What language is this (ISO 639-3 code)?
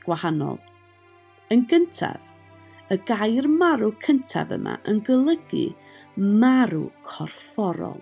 cym